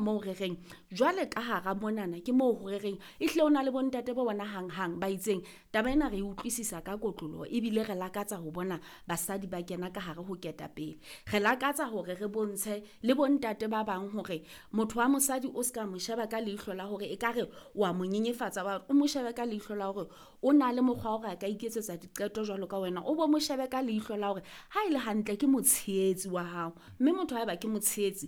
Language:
Southern Sotho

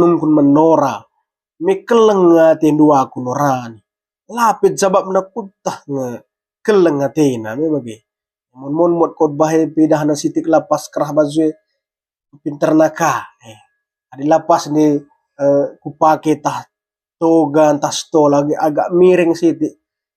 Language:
Batak Karo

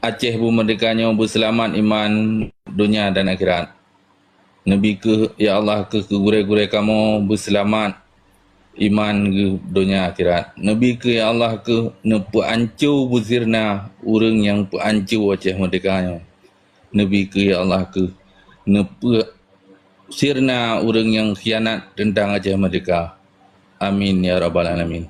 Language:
Achinese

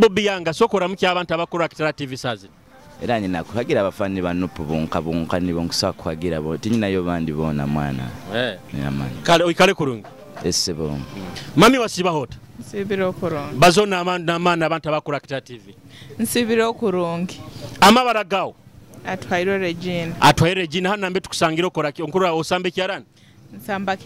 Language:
Nyoro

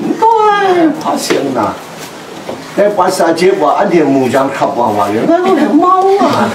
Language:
Kachin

